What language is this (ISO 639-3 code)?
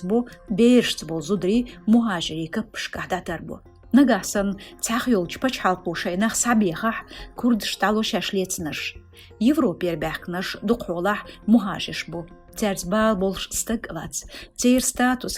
che